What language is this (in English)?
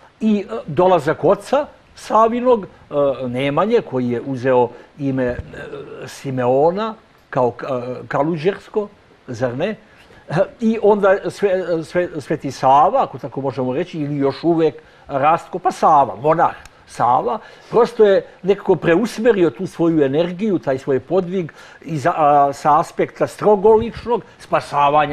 Serbian